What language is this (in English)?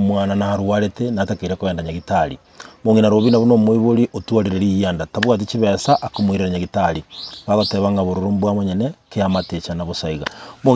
Gusii